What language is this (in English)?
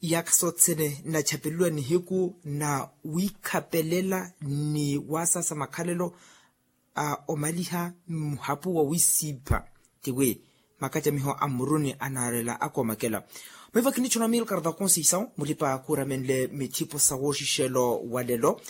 Makhuwa